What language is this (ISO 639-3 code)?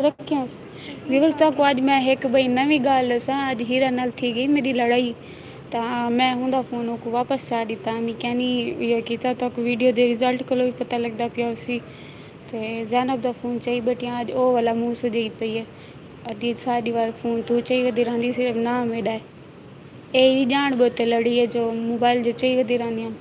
skr